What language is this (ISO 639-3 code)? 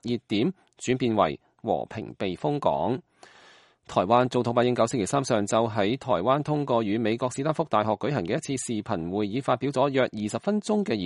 yue